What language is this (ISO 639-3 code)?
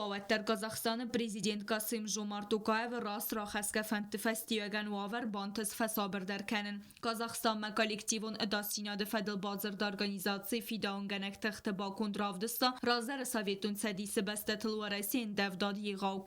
oss